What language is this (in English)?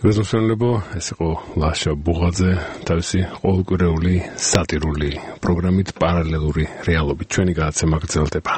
Georgian